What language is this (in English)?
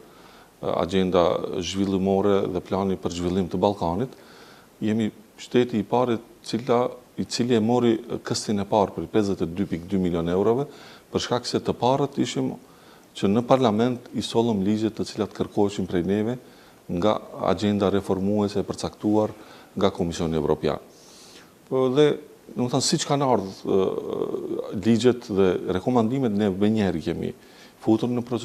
Albanian